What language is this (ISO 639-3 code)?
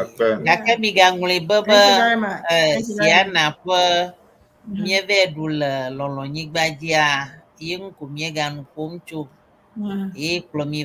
ewe